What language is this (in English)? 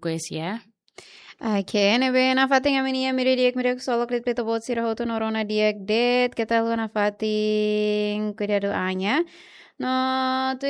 Tetum